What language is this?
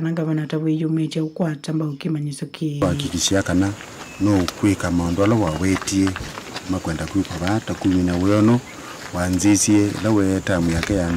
Kamba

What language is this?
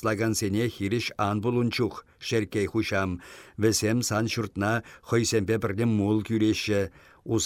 Chuvash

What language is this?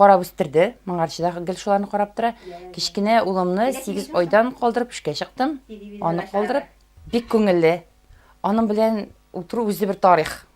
Tatar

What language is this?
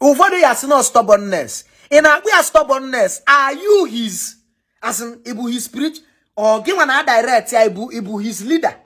Igbo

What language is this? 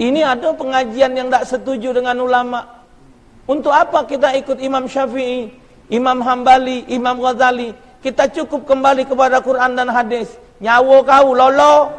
Musi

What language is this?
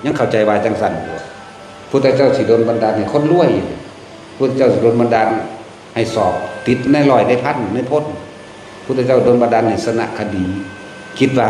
Lao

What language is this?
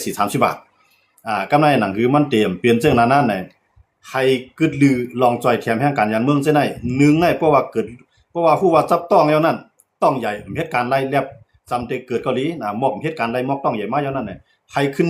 Shan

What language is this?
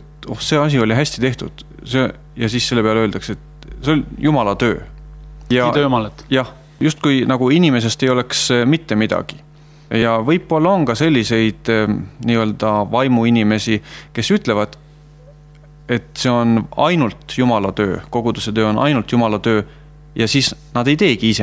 Estonian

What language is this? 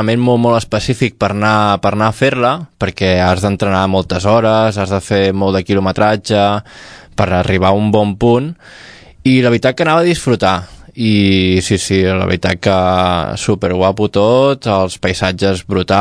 Catalan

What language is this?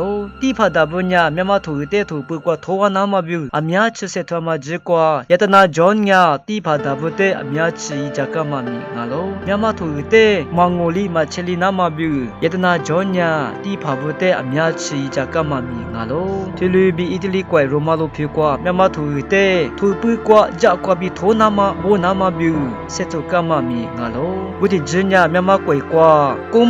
Lisu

